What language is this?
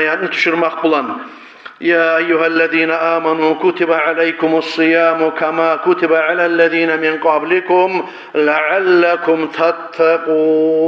Kumyk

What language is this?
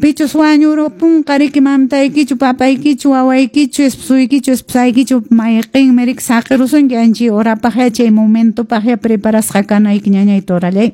Quechua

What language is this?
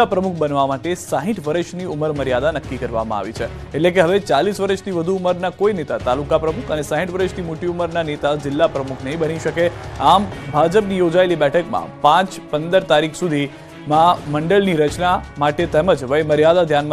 Gujarati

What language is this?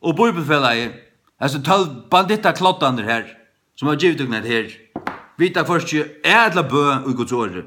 Faroese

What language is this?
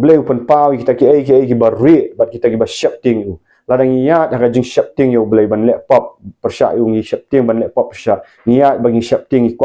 Khasi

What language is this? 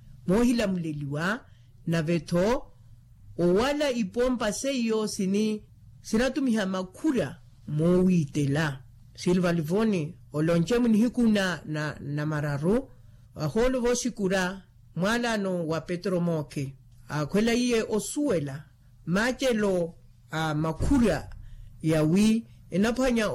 Makhuwa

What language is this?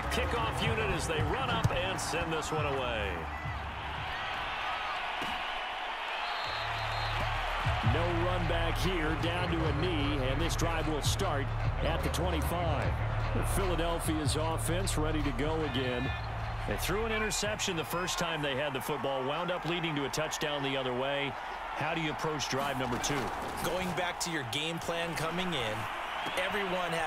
English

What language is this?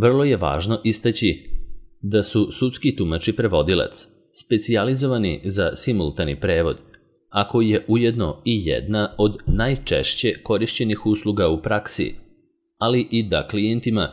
Serbian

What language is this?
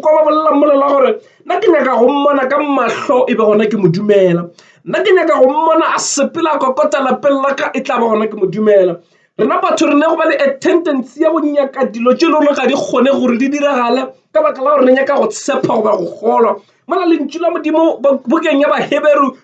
Northern Sotho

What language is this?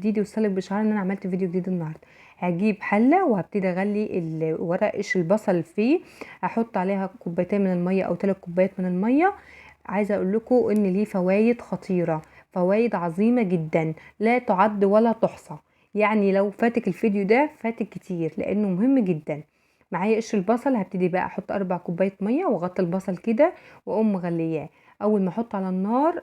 Egyptian Arabic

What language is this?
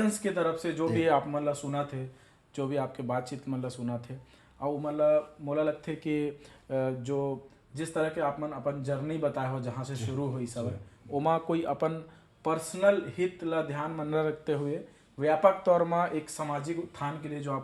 Chhattisgarhi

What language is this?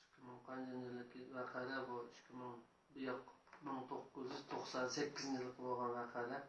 Uyghur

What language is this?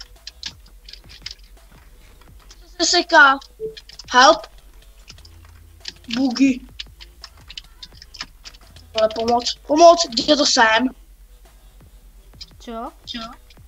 Czech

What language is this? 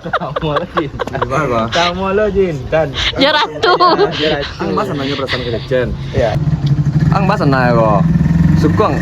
Minangkabau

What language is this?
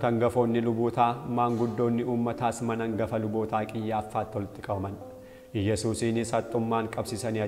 Oromo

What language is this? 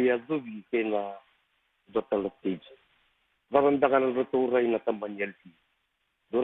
Fijian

